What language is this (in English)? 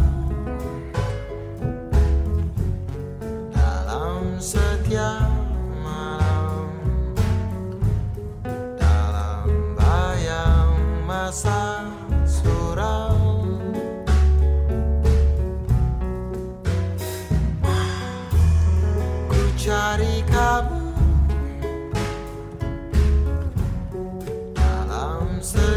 Indonesian